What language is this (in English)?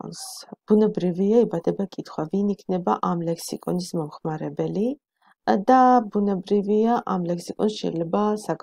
Georgian